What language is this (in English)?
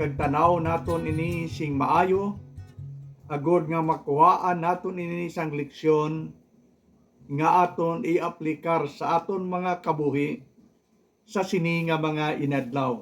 Hiligaynon